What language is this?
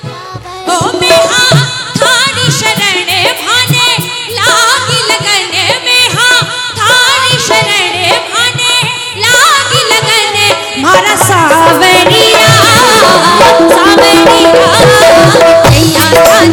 Hindi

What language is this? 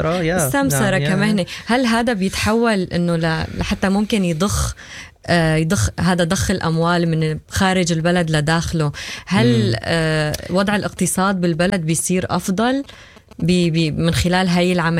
Sudanese Arabic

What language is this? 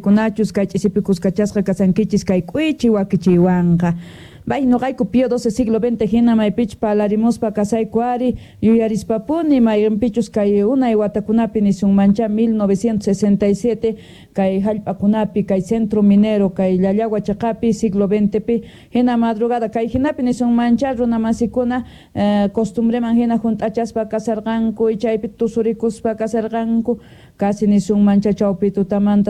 Quechua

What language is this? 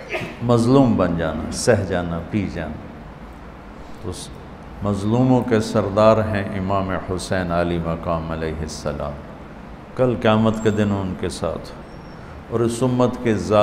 Urdu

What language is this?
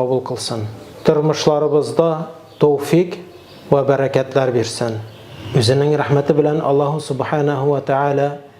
Tatar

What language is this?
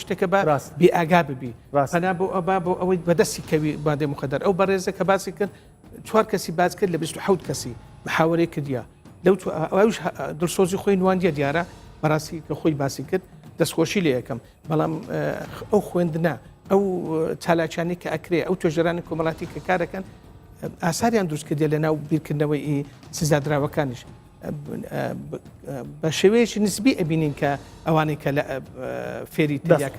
Central Kurdish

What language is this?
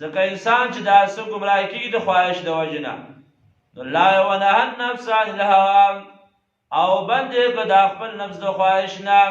Pashto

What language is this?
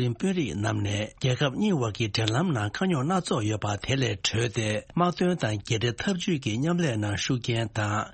Tibetan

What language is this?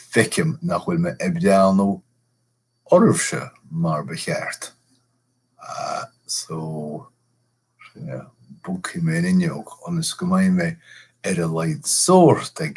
Irish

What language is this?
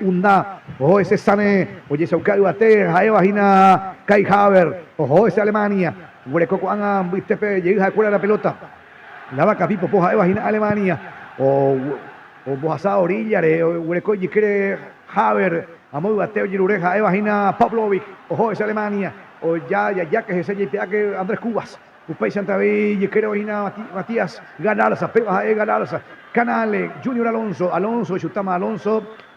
Guarani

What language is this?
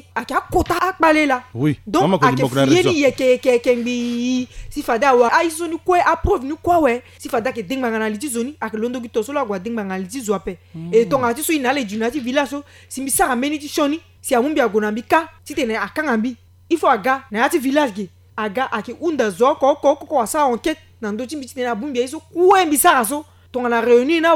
Sango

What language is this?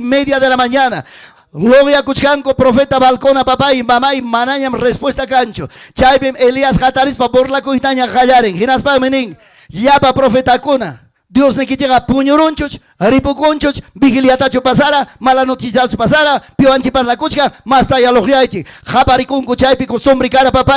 Ayacucho Quechua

